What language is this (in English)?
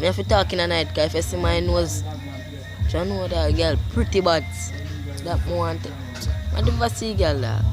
Jamaican Creole English